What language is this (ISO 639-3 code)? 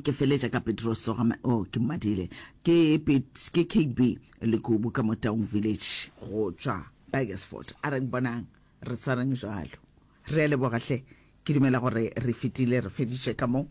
nso